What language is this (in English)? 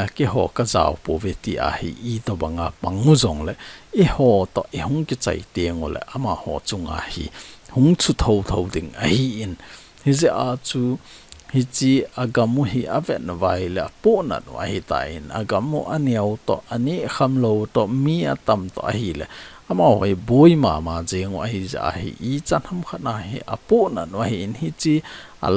Thado Chin